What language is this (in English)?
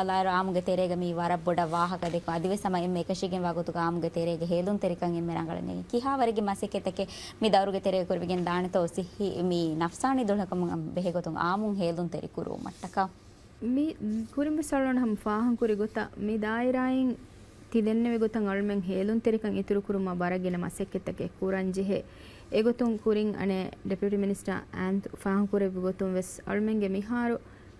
Divehi